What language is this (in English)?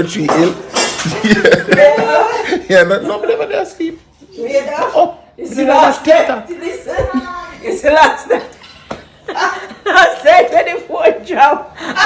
Jamaican Creole English